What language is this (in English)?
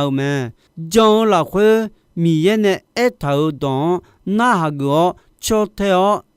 Akha